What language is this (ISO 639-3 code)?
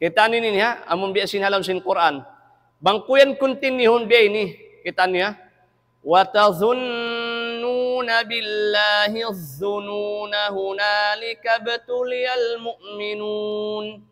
tsg